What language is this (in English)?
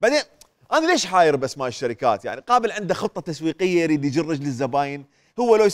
Mesopotamian Arabic